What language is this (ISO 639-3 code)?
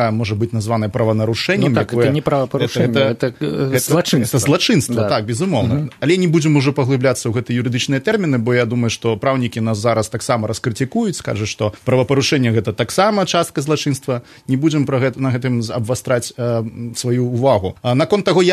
bel